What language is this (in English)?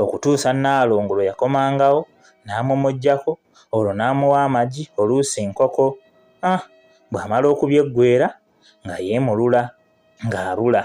Ganda